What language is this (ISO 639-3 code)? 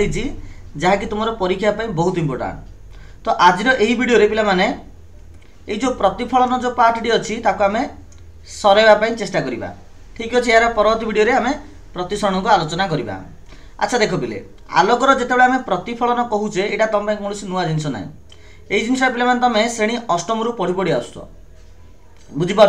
ori